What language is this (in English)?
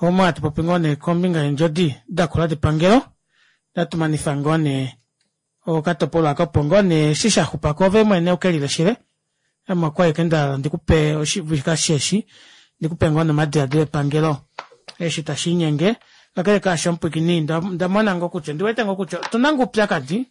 Kuanyama